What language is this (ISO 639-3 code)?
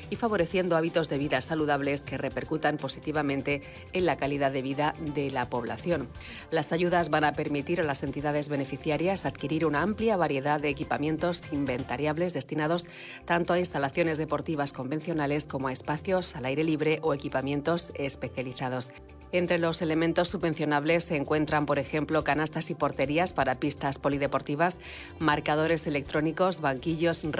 spa